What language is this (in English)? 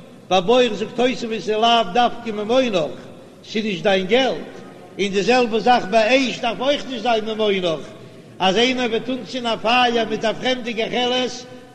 Yiddish